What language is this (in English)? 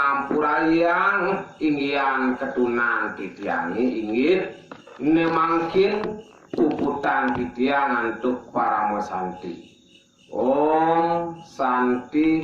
Balinese